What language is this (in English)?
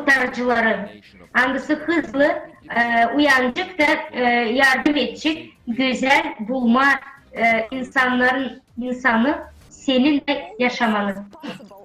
Gagauz